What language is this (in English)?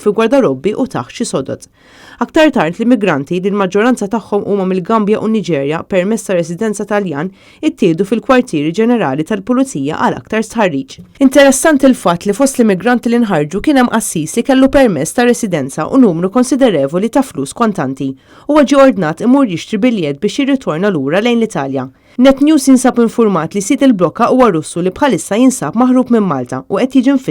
Maltese